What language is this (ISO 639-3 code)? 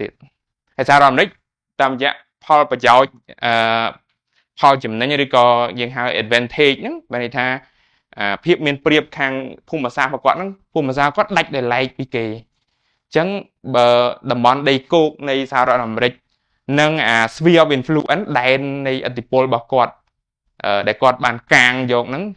khm